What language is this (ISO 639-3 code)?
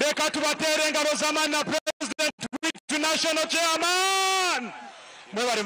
nyn